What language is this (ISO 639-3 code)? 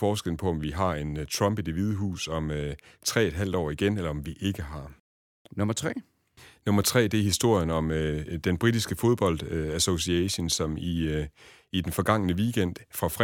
dan